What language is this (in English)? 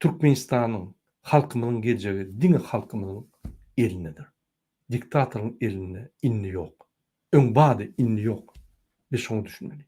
Turkmen